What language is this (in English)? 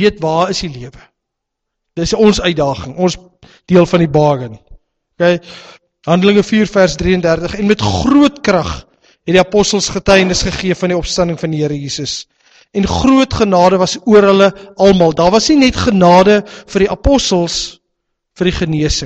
Afrikaans